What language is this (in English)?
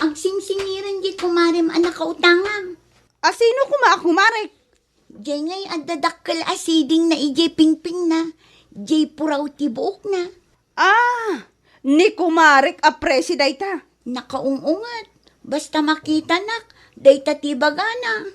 Iloko